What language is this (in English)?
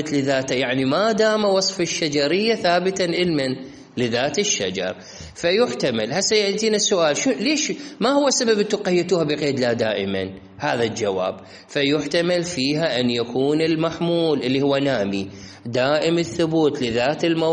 Mesopotamian Arabic